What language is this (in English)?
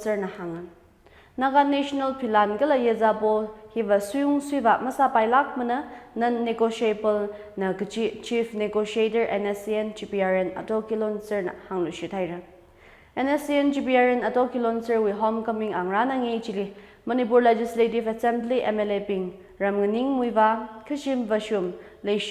Tangkhul Naga (India)